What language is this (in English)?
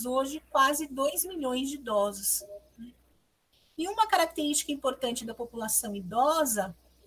Portuguese